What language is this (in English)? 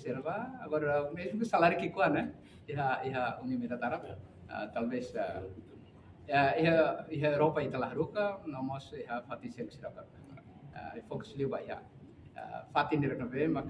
Tetum